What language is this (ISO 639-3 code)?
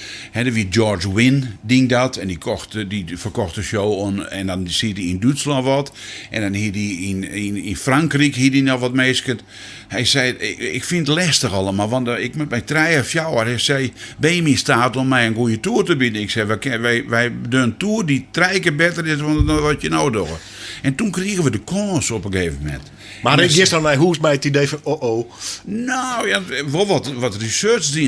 fry